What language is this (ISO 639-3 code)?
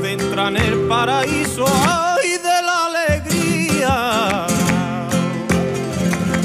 spa